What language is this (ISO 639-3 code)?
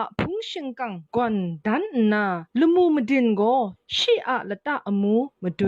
kac